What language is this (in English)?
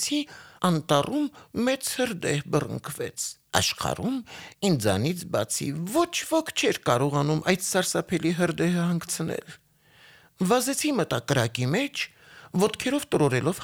Armenian